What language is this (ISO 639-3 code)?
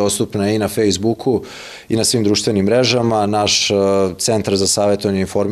srp